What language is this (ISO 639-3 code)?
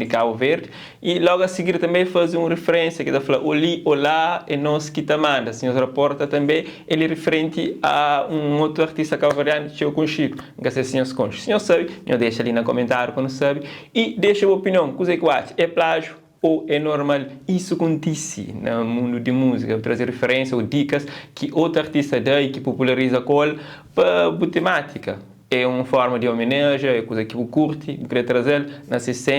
kea